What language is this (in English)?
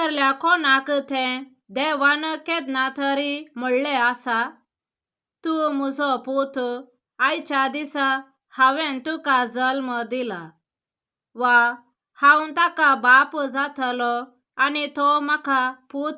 Konkani